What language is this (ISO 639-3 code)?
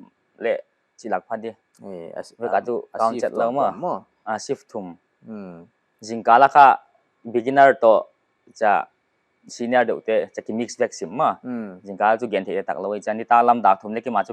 pck